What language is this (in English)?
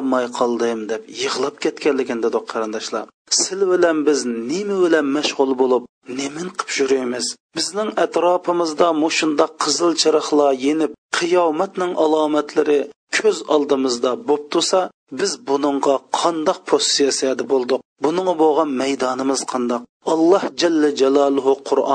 Uyghur